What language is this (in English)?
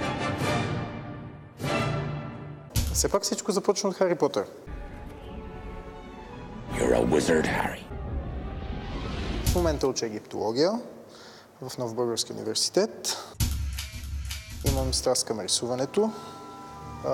Bulgarian